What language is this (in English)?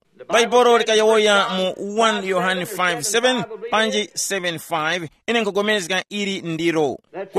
Tumbuka